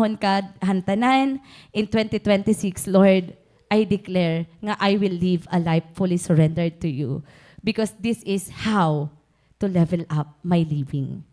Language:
Waray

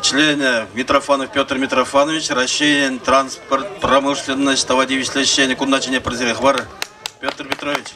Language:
Chuvash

